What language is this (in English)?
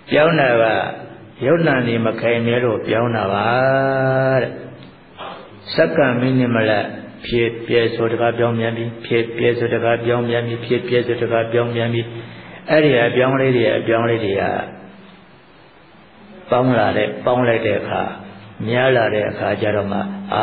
Burmese